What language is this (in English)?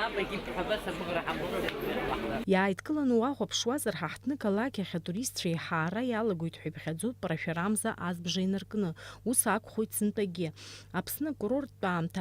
Abkhazian